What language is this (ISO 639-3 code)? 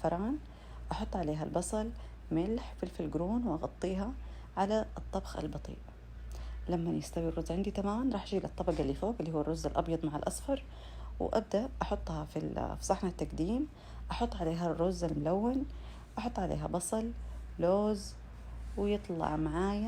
arz